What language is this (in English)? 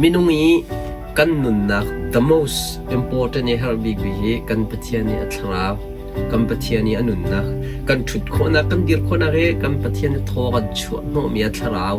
Hakha Chin